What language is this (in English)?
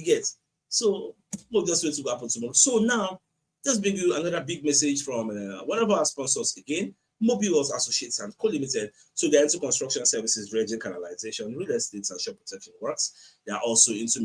Nigerian Pidgin